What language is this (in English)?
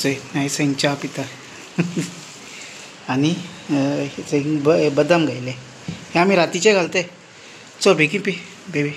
Konkani